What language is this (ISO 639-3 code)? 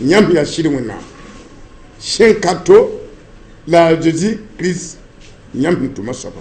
mos